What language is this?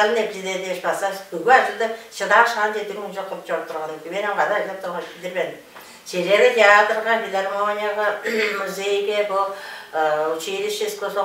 Tuvinian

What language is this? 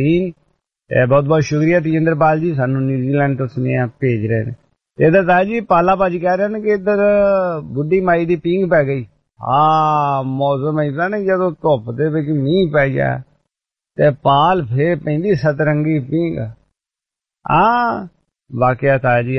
Punjabi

